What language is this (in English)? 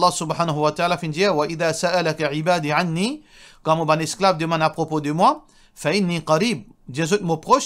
Morisyen